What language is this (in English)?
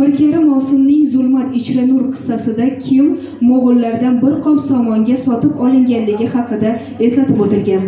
Uzbek